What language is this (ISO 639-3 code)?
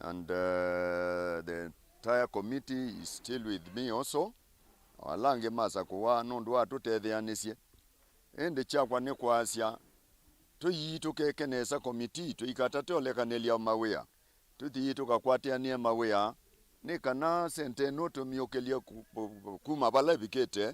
kam